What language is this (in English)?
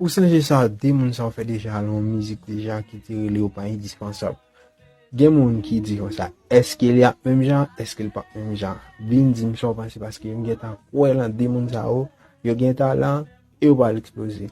Haitian Creole